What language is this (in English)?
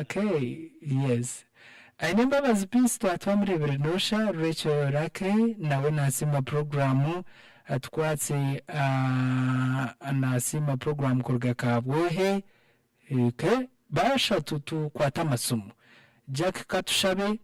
Nyankole